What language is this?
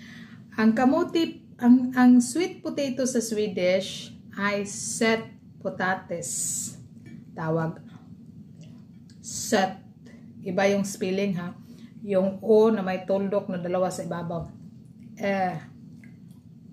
Filipino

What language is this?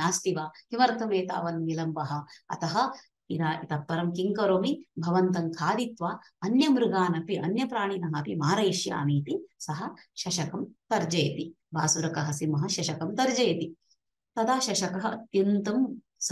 Sanskrit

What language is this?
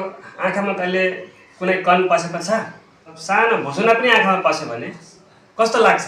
Nepali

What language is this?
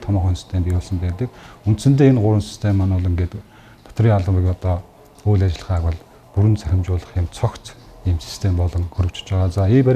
Mongolian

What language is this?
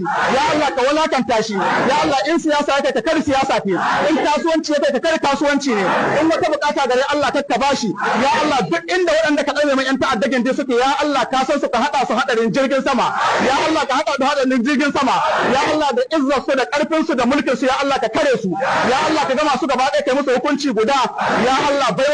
Hausa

